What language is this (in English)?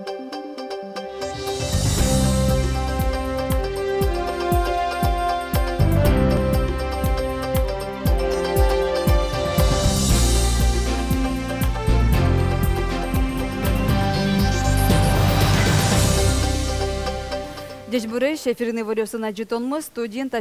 Udmurt